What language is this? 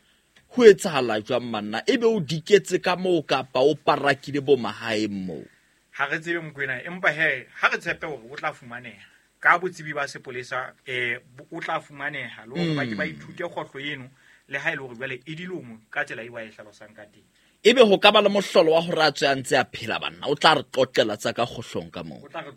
Southern Sotho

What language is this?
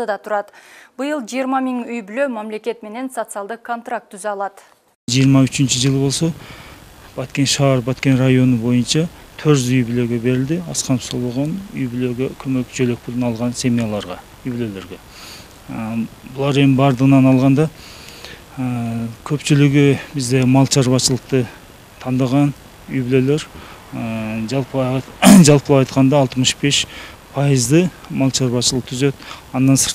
Kyrgyz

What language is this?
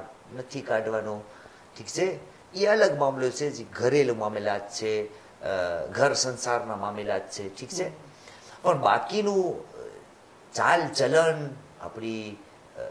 Gujarati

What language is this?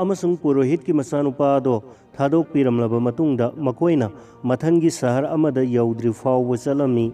Manipuri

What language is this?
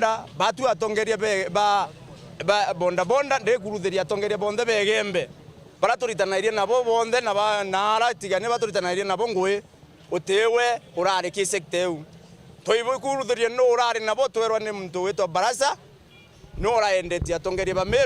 Meru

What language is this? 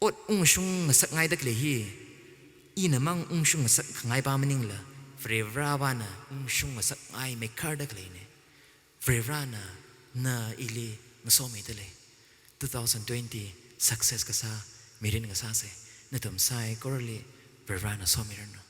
Tangkhul Naga (India)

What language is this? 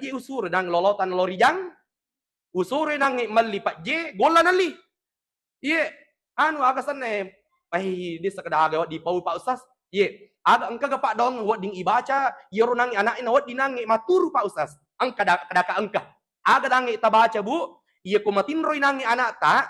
Buginese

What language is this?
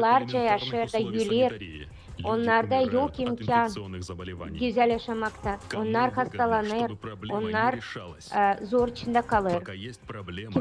Gagauz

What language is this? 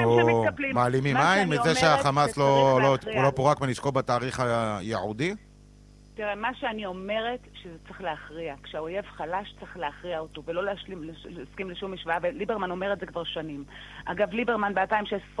Hebrew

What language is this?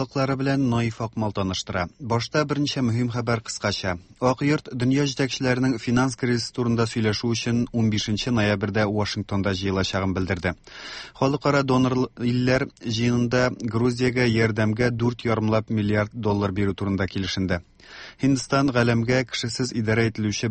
Tatar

